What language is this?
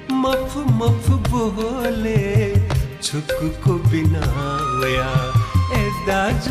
Newari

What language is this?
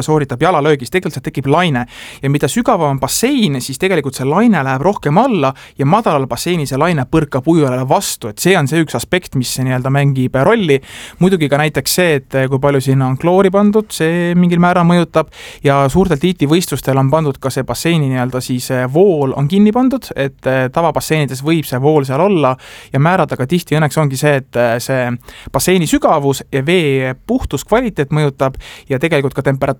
Estonian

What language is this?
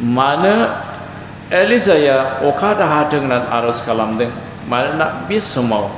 Bodo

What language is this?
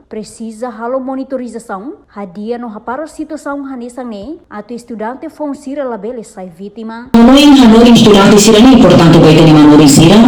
Tetum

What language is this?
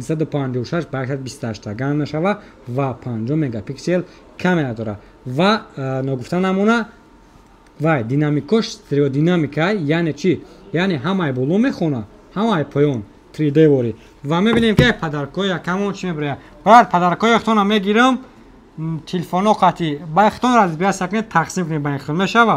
Tajik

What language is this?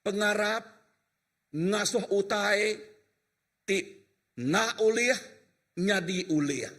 Iban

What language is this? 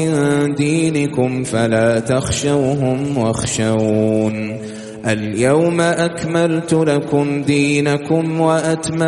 Arabic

